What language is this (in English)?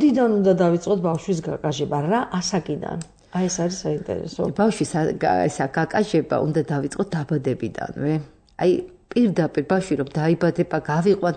Georgian